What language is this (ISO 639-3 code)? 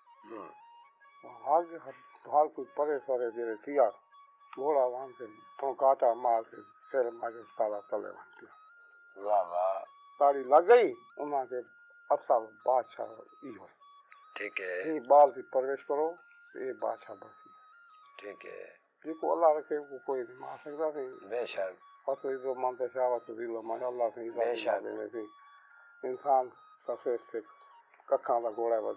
skr